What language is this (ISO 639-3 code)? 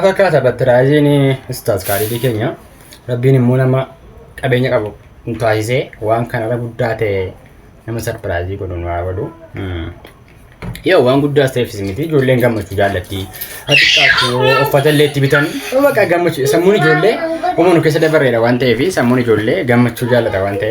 orm